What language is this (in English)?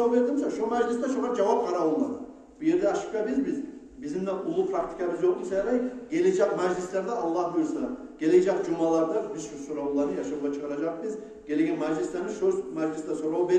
Kumyk